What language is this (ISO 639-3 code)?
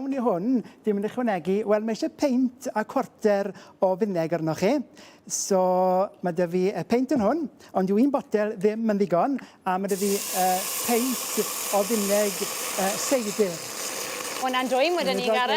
cym